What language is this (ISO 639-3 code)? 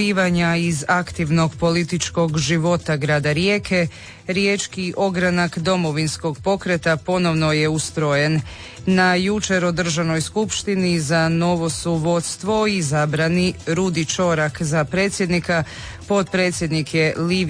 hrv